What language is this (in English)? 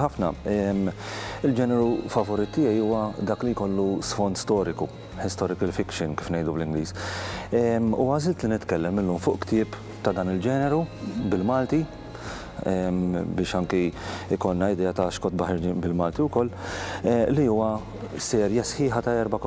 Maltese